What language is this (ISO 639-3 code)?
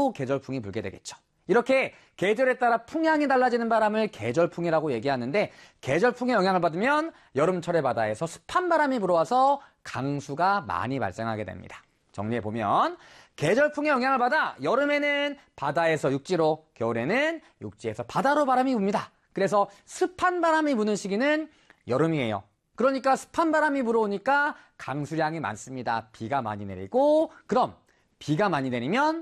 kor